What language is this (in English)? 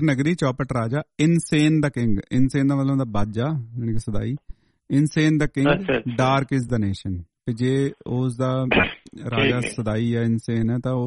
Punjabi